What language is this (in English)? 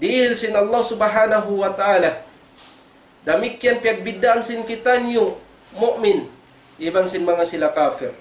Tausug